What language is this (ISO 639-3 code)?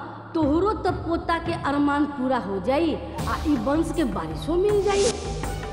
bho